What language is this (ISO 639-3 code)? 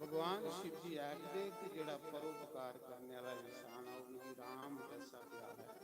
doi